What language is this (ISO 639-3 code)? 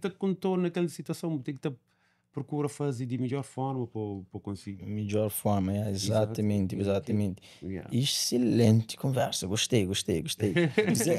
kea